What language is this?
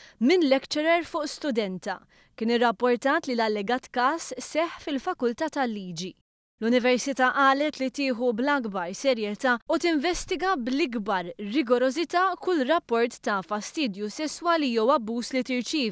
Maltese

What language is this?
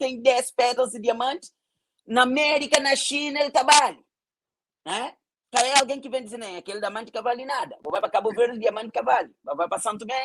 Kabuverdianu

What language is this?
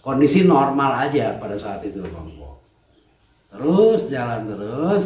Betawi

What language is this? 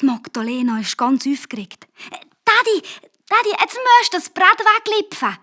Swiss German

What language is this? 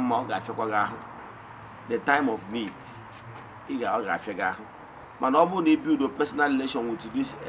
Igbo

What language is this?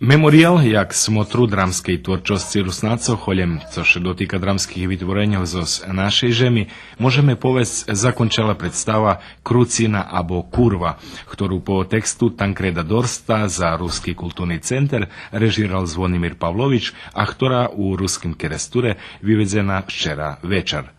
Rusyn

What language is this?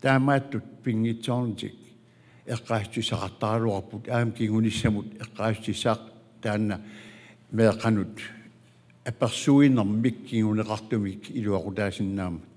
Kalaallisut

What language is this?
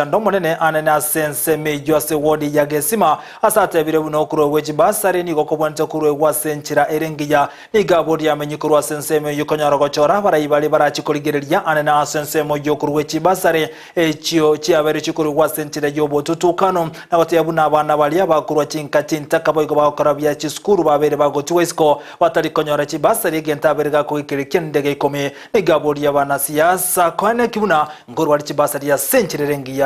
Gusii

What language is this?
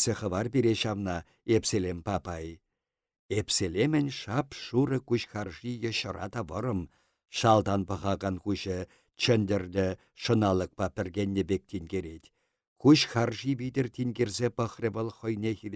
Chuvash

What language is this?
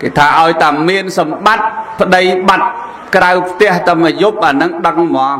Khmer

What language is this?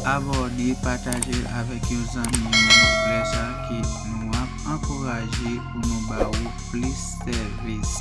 Haitian Creole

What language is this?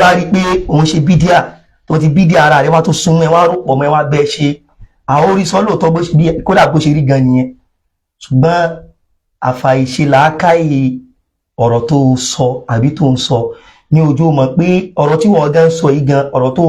Yoruba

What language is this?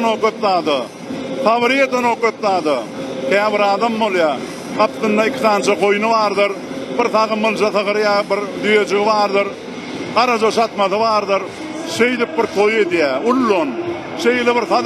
Turkmen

